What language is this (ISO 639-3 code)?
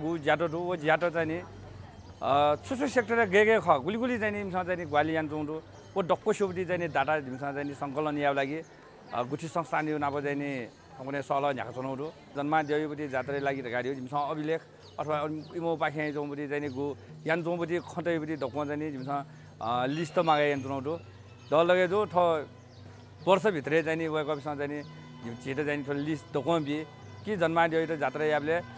new